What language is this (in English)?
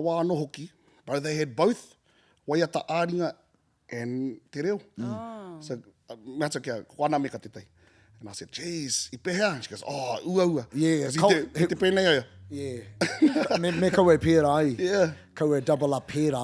Māori